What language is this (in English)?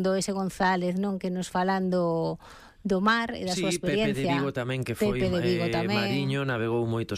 Galician